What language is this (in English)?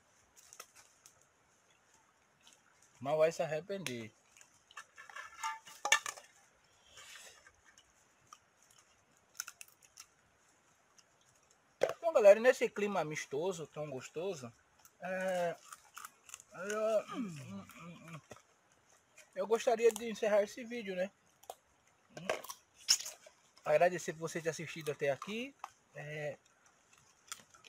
Portuguese